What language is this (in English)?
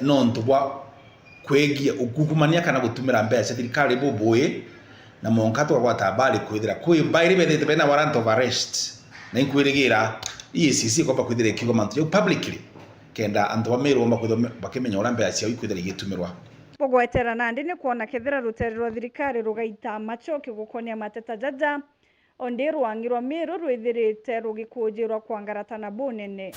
Meru